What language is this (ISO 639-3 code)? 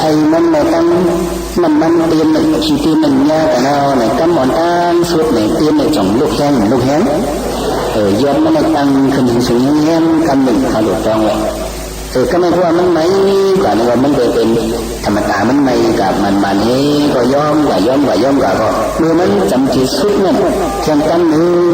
shn